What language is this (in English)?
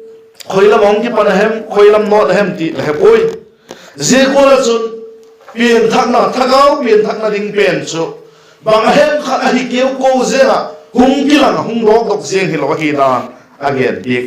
Vaiphei